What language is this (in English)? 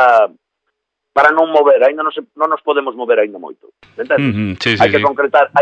Galician